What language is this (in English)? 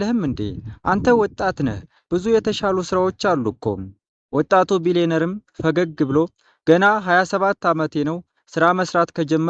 Amharic